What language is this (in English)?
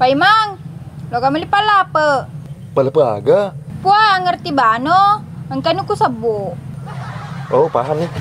Buginese